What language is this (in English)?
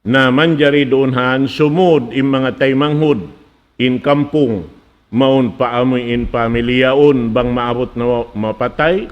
Tausug